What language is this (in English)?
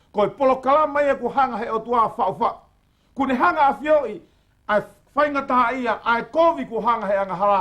Tongan